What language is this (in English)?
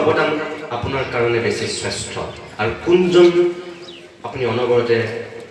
Assamese